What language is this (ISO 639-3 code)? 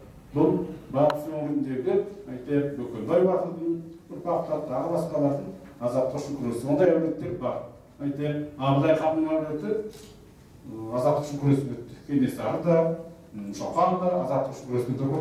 kaz